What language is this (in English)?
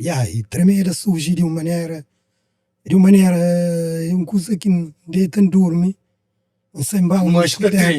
Kabuverdianu